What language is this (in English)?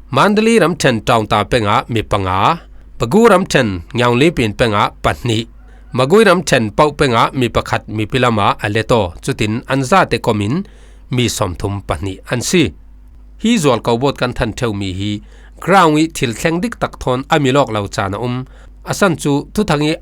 Falam Chin